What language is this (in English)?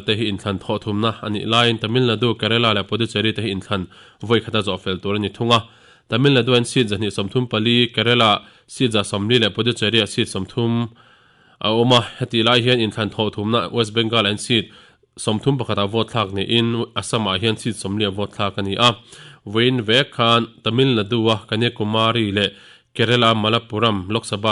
Mizo